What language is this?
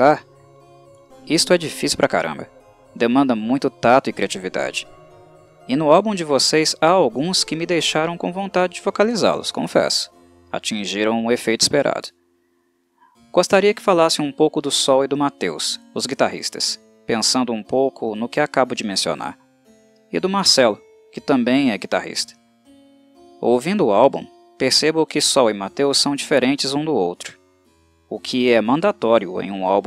Portuguese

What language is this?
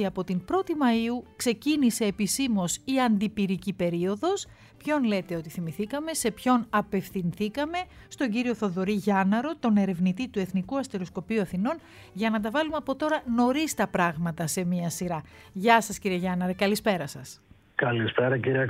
Greek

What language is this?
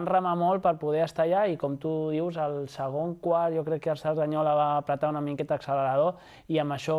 Catalan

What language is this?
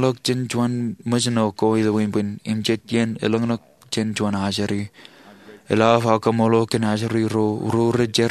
Marshallese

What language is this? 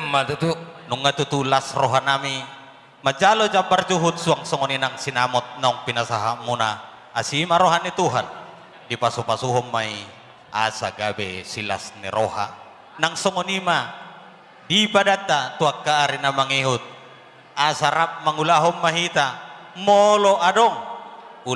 Batak Toba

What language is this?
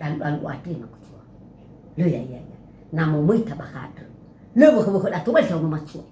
Nias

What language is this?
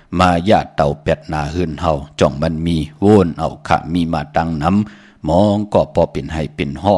Shan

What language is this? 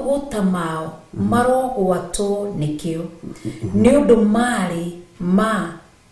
Kikuyu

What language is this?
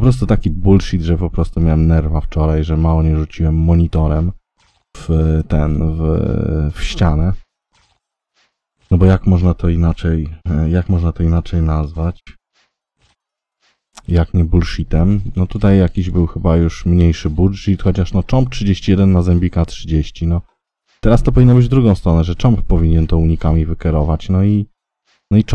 Polish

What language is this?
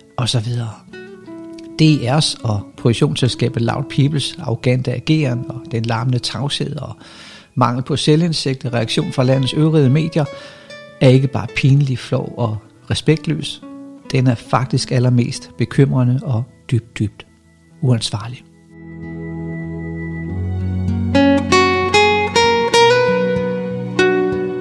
Danish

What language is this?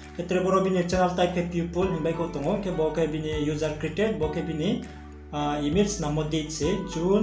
Riang (India)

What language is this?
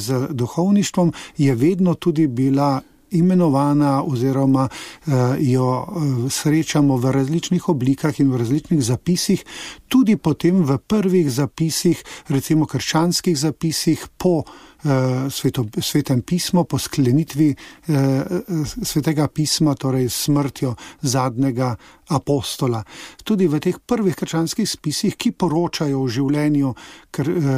Slovenian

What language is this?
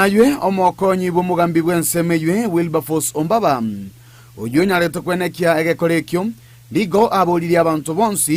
Gusii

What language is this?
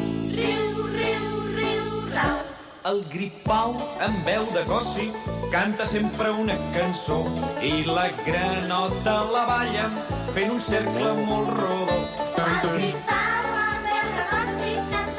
Catalan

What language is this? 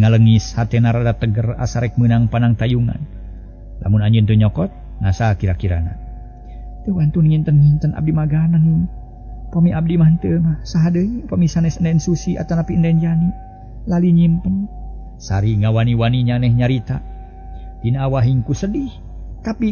Sundanese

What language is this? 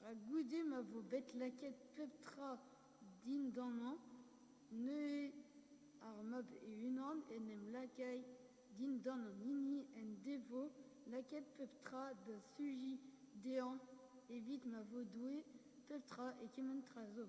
Breton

